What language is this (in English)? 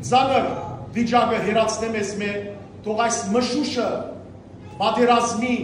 Western Armenian